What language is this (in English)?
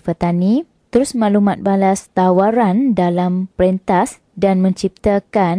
Malay